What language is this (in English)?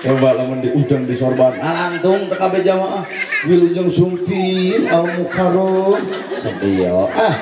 Sundanese